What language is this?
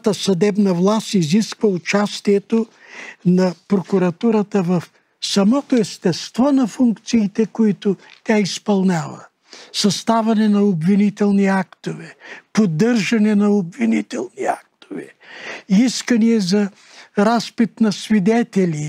Bulgarian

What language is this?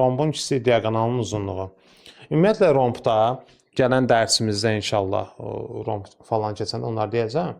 Azerbaijani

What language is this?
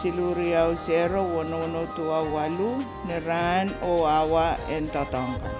Pohnpeian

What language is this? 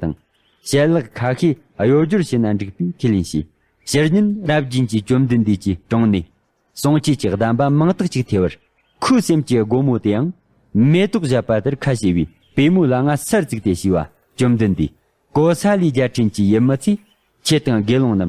Tibetan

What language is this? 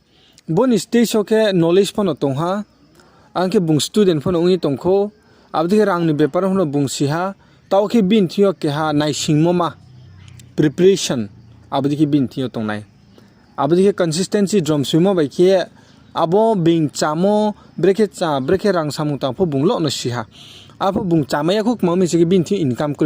Riang (India)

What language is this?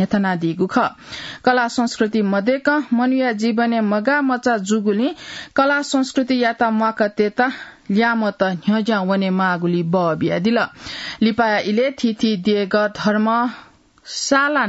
Newari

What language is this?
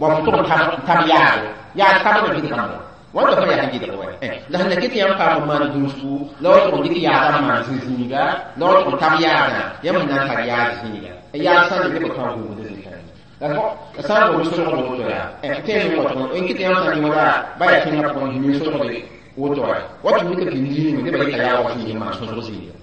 Mossi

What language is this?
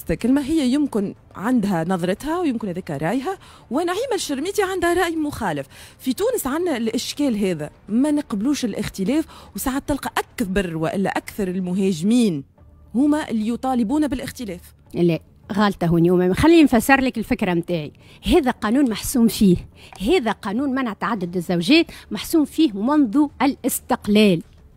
Tunisian Arabic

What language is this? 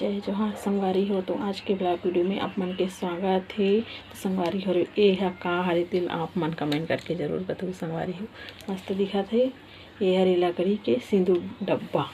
Chhattisgarhi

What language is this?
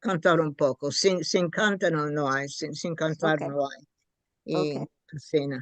Ladino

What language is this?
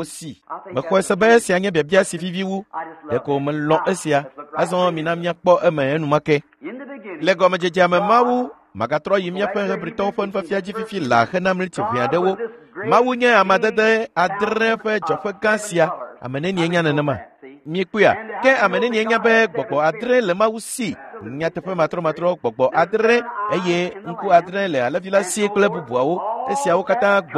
Ewe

